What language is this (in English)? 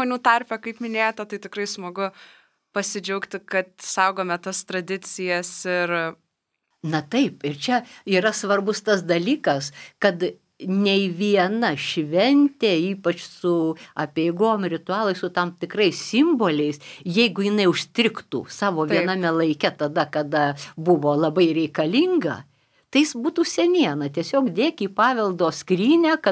Lithuanian